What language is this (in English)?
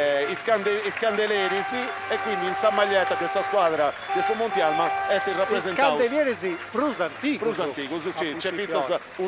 Sardinian